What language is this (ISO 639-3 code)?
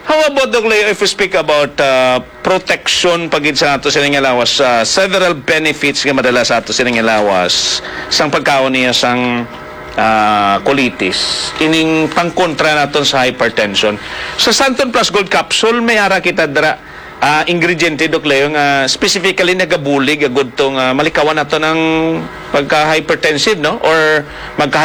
hil